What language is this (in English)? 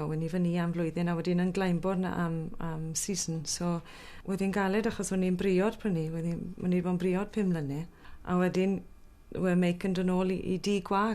Welsh